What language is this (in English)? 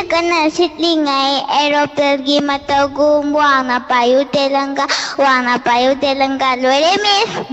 Manipuri